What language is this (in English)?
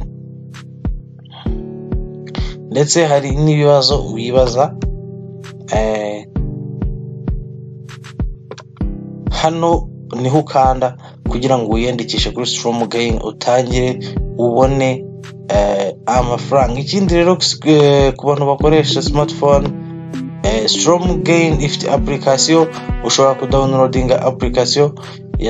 Kinyarwanda